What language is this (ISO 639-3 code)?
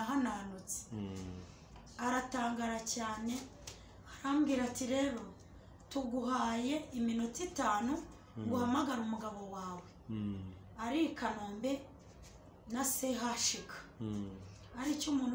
kin